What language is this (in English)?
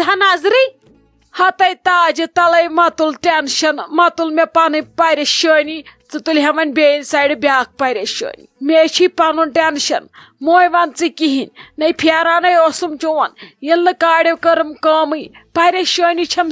Kashmiri